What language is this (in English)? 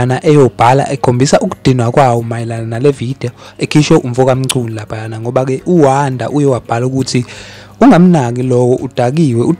Zulu